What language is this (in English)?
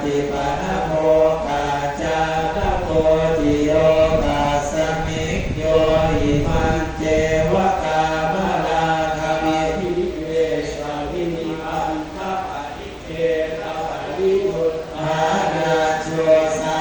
Pali